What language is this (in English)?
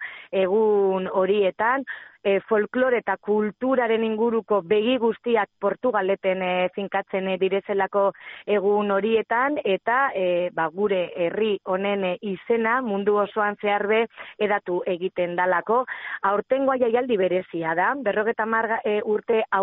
Basque